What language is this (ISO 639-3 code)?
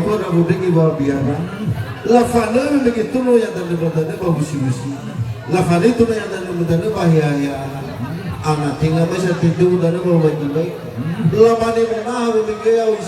nia